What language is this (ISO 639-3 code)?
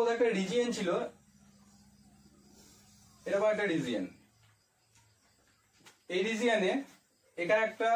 ben